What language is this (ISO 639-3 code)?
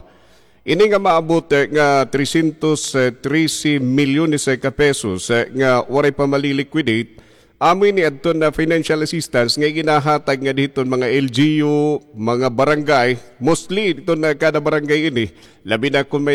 war